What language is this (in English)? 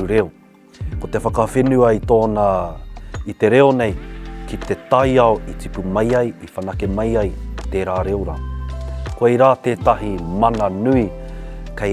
Māori